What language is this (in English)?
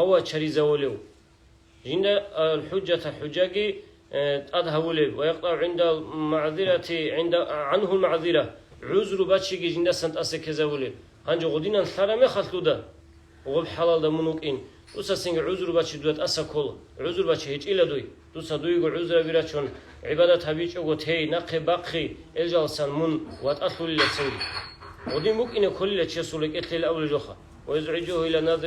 Avaric